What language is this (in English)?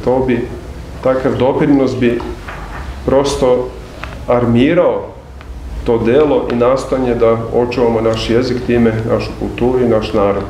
Serbian